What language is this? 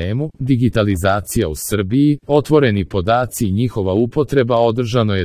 Serbian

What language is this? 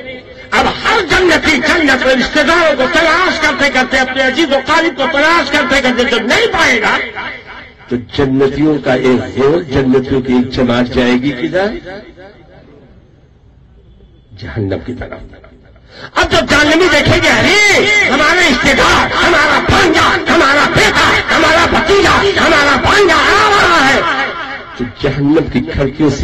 Urdu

